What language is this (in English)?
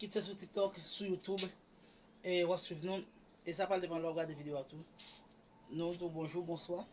Haitian Creole